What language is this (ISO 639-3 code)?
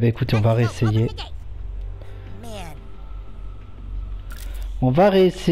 fra